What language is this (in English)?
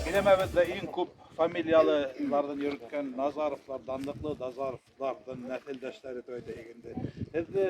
Bashkir